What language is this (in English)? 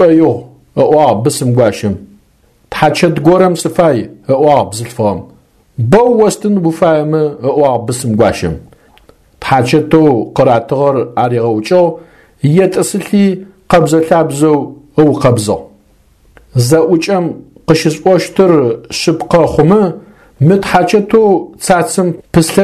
Adyghe